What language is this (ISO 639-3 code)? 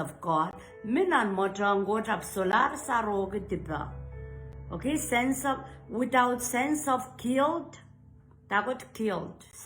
pon